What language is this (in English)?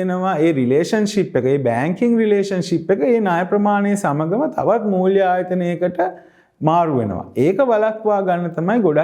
Sinhala